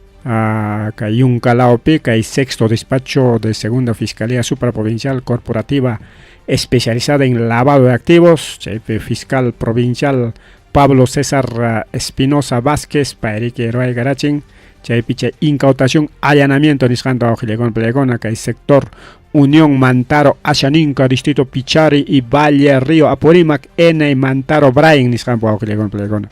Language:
Ayacucho Quechua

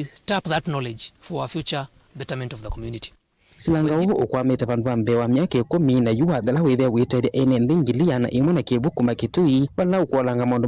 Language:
Kamba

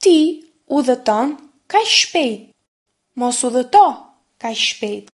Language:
Albanian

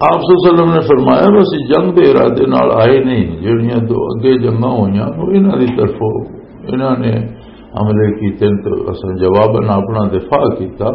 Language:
Western Panjabi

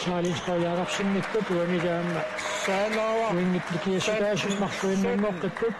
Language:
Kalaallisut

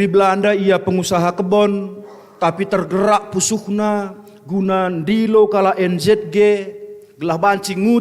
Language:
Batak Karo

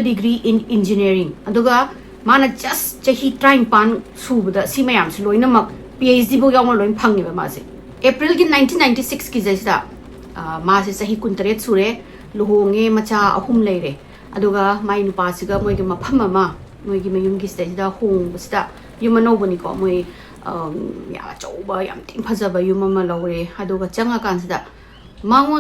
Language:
Manipuri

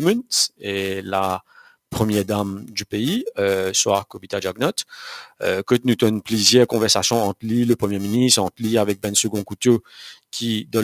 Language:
Morisyen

